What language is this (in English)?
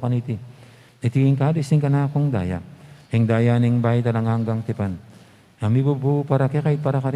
Pampanga